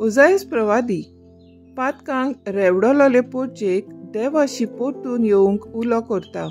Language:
Konkani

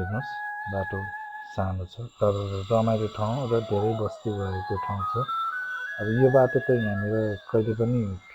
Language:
Nepali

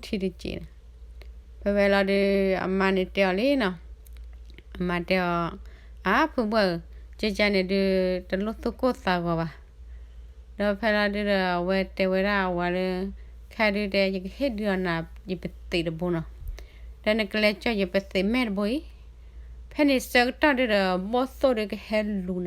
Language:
S'gaw Karen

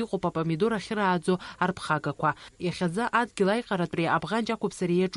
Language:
Abkhazian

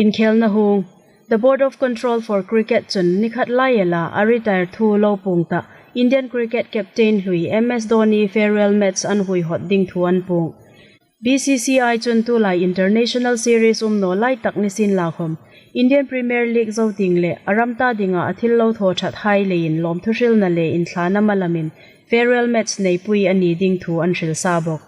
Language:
Hmar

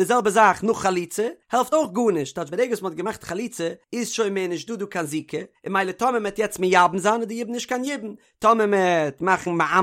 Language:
Yiddish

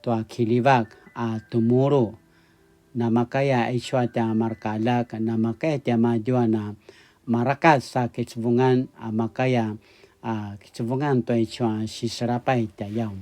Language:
Paiwan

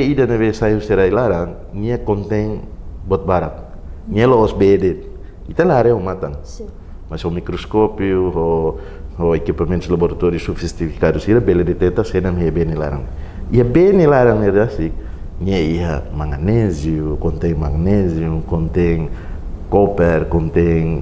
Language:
Tetum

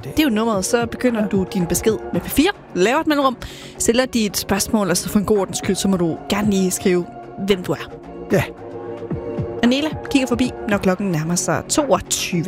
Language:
Danish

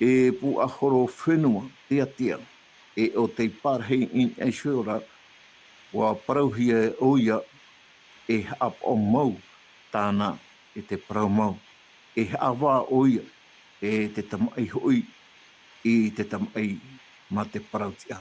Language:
Tahitian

